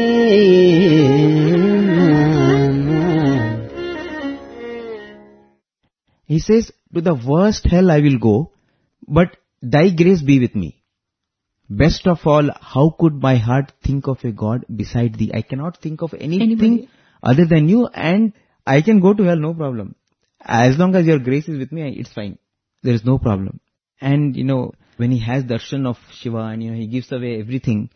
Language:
English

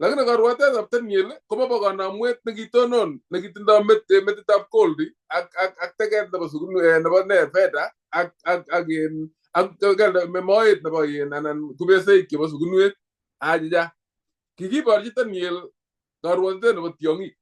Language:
Kalenjin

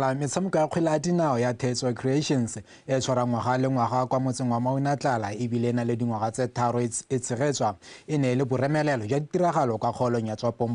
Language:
Tswana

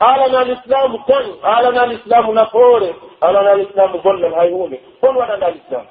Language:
Pular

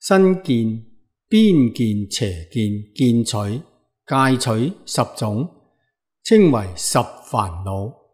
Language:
Cantonese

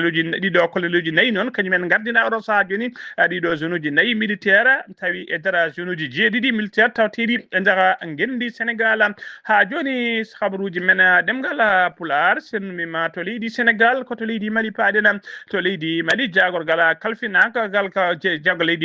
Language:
Fula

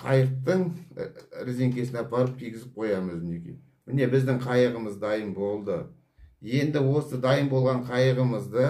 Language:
Kazakh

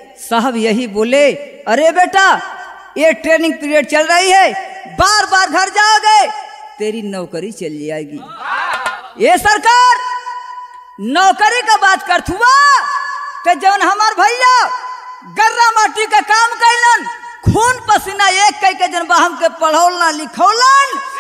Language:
Bhojpuri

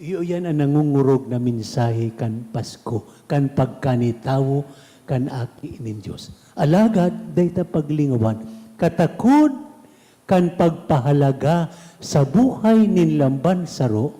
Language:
Bikol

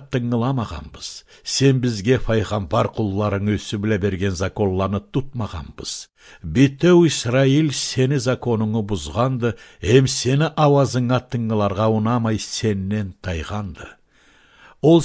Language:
Karachay-Balkar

